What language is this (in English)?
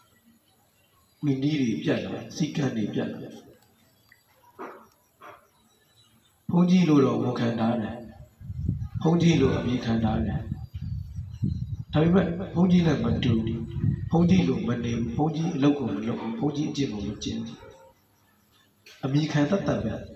Burmese